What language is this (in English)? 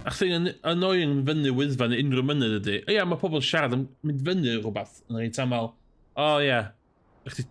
Welsh